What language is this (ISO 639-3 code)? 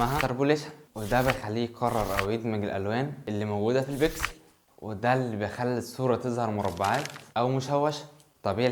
arz